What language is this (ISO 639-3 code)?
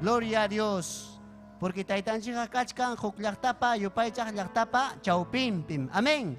quy